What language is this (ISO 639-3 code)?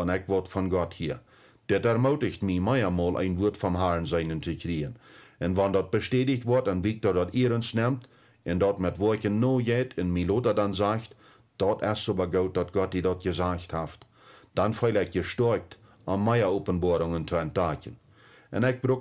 pdt